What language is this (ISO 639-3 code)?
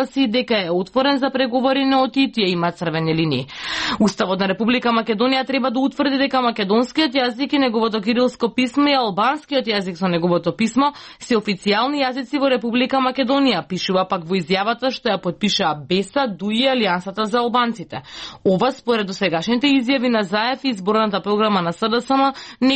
mkd